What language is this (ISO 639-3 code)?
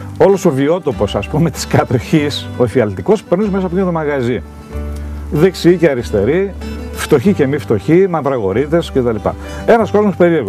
ell